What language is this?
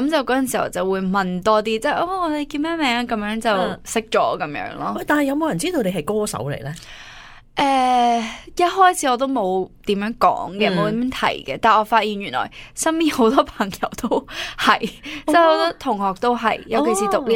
Cantonese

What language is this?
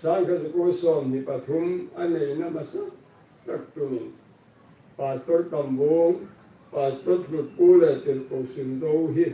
Hmar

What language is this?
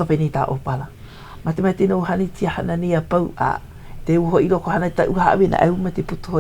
Hawaiian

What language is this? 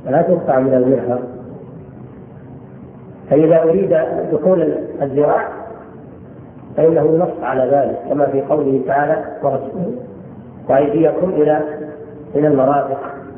Arabic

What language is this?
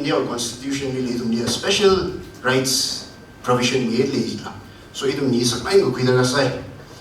Tangkhul Naga (India)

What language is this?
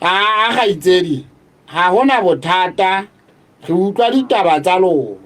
Southern Sotho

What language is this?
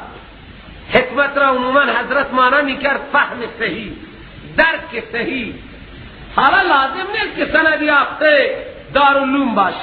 Persian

